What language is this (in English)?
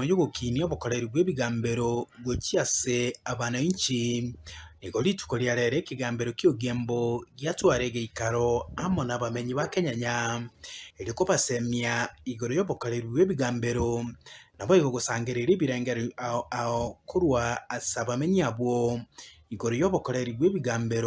Gusii